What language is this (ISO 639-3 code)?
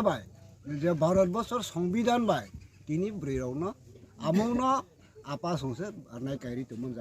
ria